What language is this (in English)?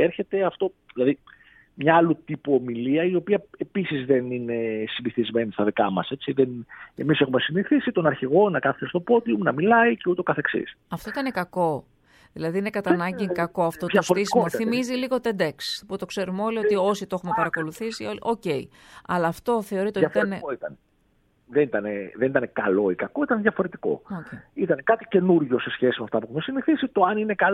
Greek